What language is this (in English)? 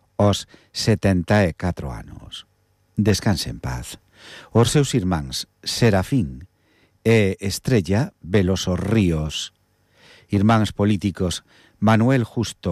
Galician